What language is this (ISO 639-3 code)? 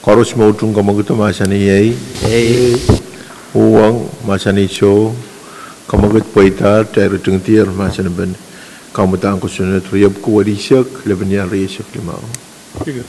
pon